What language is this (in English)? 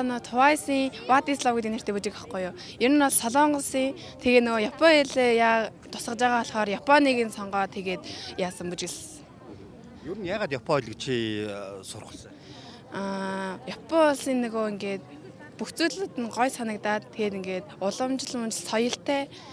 Mongolian